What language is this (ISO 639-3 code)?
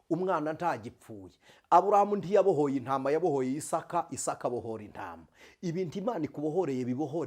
kin